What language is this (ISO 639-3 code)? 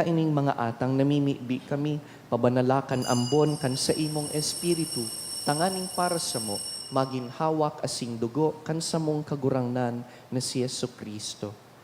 bik